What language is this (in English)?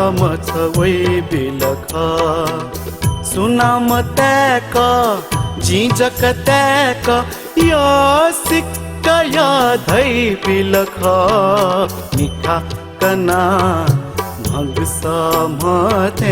Newari